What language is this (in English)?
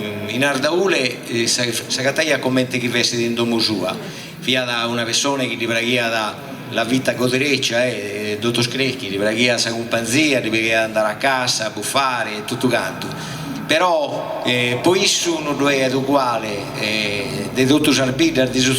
Sardinian